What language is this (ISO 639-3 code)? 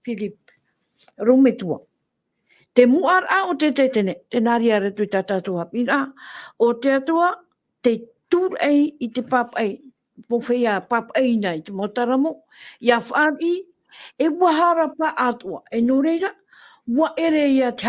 tah